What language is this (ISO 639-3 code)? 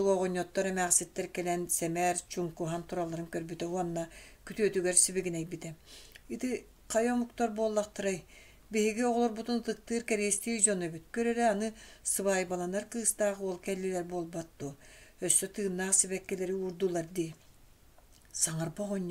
sah